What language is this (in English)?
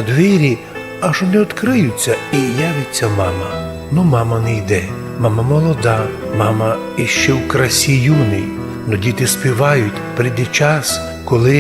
Rusyn